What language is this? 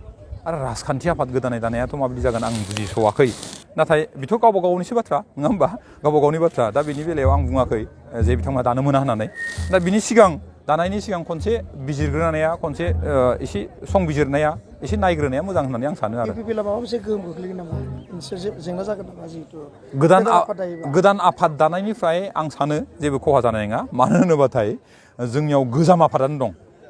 Bodo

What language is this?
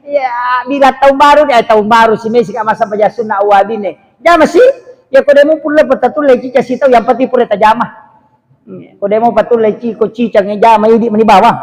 Buginese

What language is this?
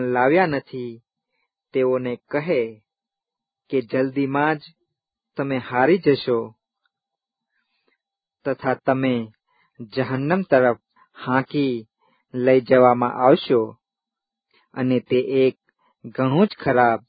Gujarati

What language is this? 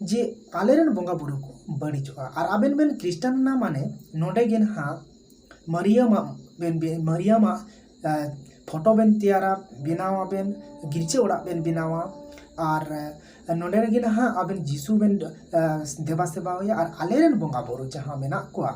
Santali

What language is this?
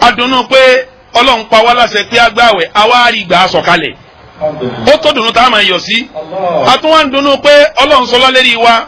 Yoruba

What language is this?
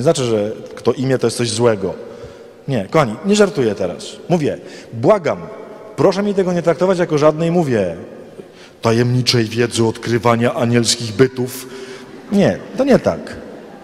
Polish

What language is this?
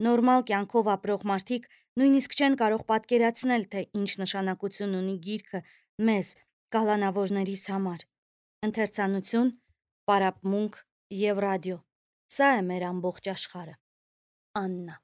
Armenian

